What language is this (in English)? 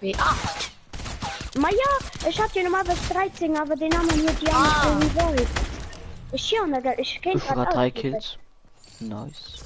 Luxembourgish